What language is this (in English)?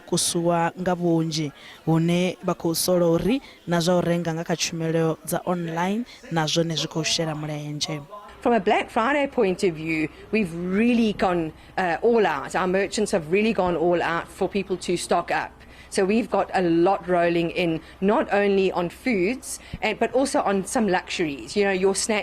Venda